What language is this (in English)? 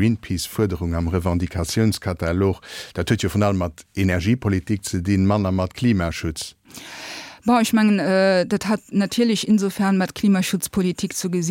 Luxembourgish